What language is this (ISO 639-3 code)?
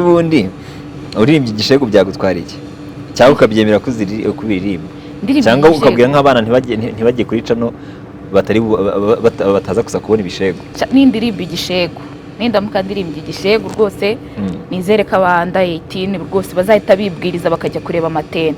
kin